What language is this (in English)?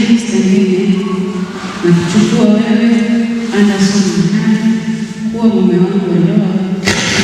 Swahili